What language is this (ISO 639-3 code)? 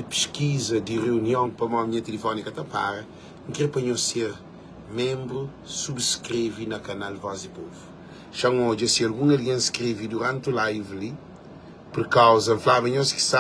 kea